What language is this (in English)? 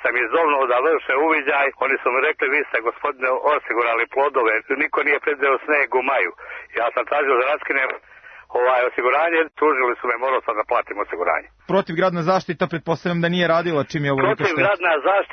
Serbian